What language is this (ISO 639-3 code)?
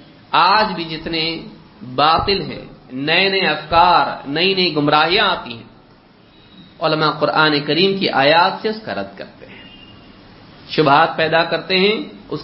urd